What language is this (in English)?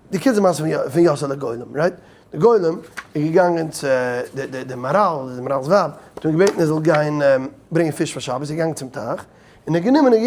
Yiddish